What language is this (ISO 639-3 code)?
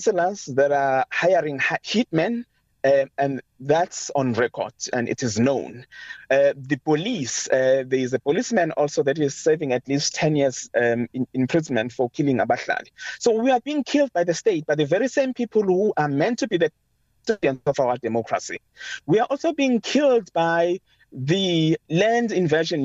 eng